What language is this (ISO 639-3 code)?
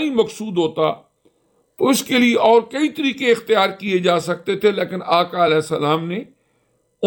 urd